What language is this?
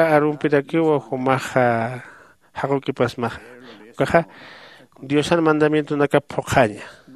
Aymara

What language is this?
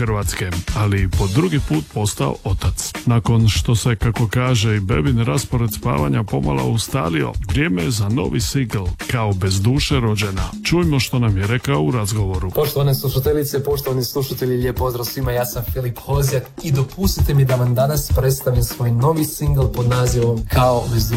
Croatian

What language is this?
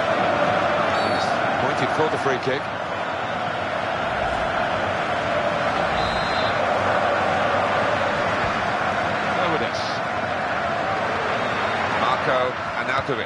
English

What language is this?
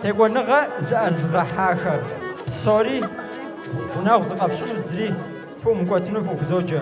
Kabardian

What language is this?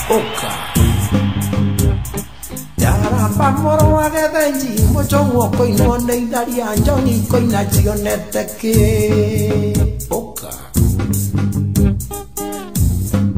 Kikuyu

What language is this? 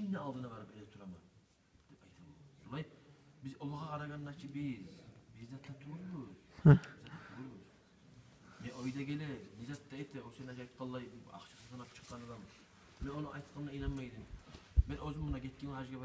Kumyk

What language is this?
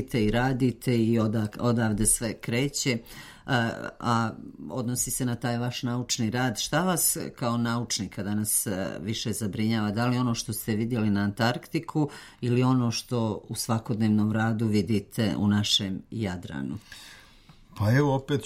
Serbian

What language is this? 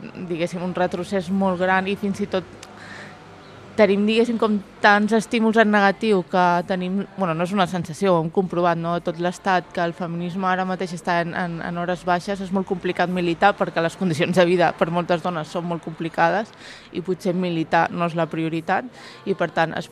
Catalan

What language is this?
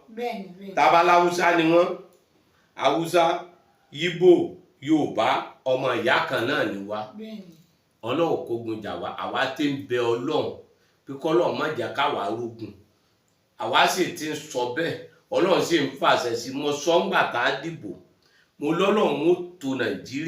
Yoruba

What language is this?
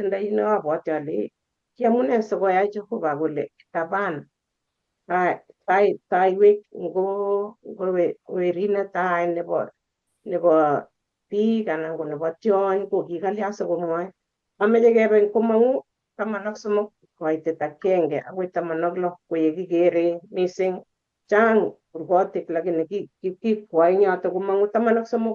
Kalenjin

